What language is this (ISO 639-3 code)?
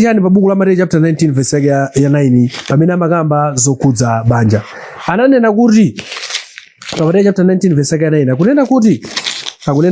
nya